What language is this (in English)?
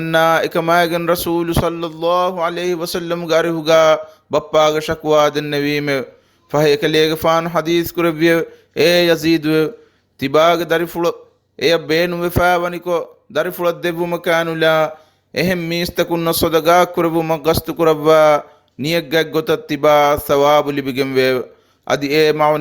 Divehi